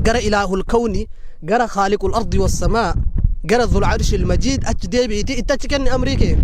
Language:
Oromo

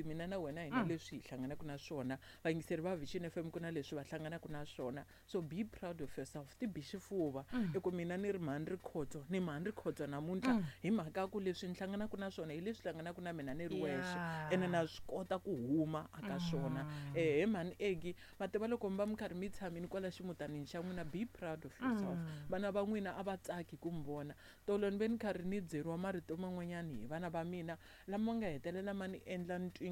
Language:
Tsonga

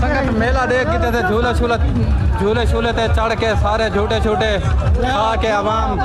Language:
Saraiki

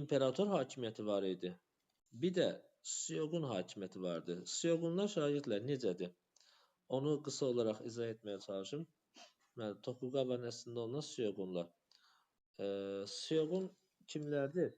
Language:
Azerbaijani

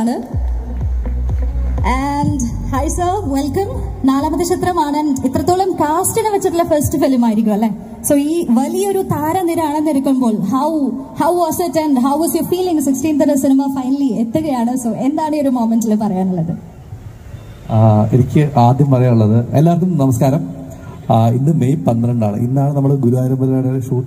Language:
Malayalam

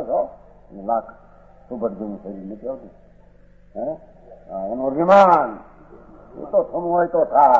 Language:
Gujarati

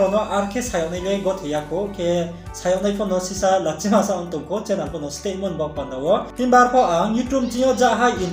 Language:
Riang (India)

